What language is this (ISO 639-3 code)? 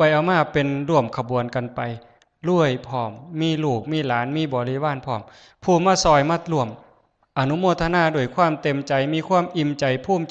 tts